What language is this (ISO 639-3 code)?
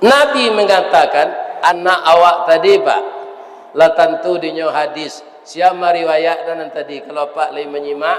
min